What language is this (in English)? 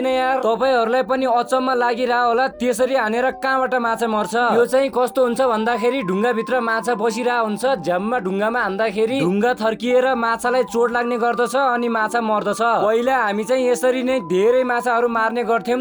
Nepali